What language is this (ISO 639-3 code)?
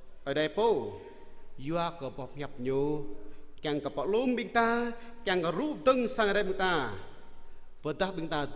jra